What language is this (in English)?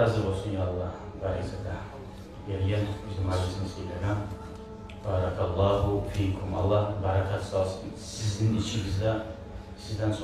Kumyk